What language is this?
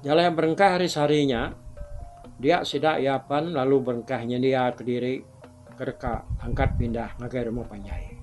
Iban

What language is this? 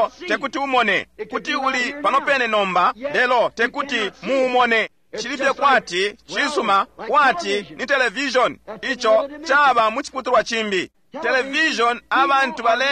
Bemba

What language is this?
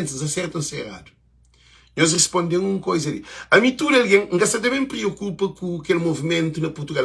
Kabuverdianu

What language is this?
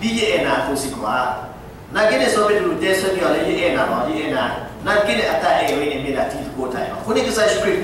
S'gaw Karen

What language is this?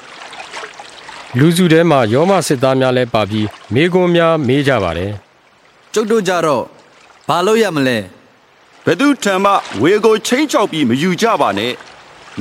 Burmese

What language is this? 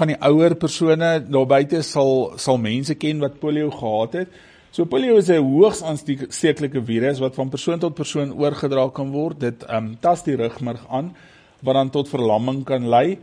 Afrikaans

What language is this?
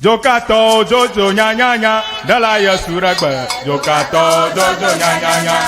Ewe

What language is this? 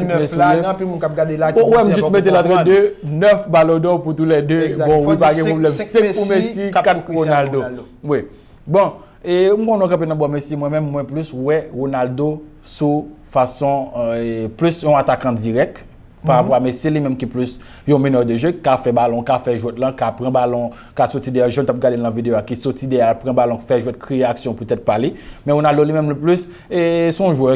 Haitian Creole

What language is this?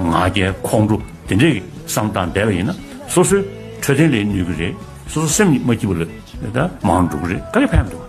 Tibetan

